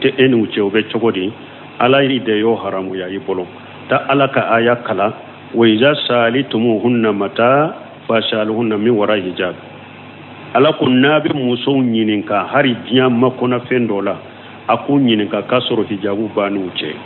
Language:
Bambara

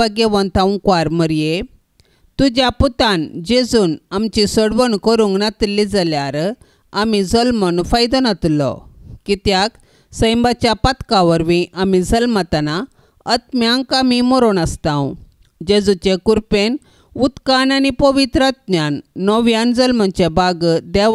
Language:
Konkani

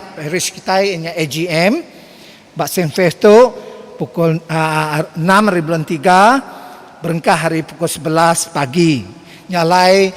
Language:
Iban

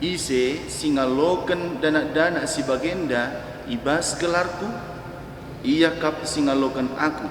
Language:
Batak Karo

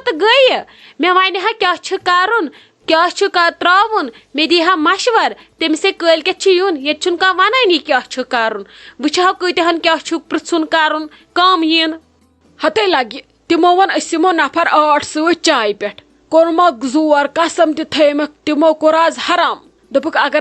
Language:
Kashmiri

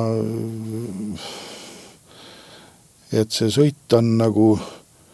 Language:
Estonian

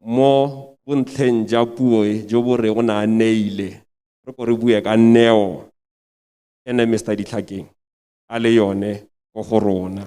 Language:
Tswana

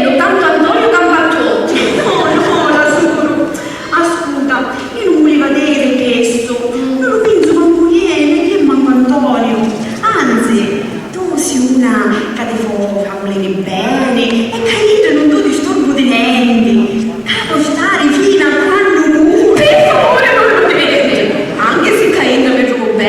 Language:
Sicilian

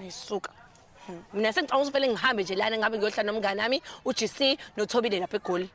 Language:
Zulu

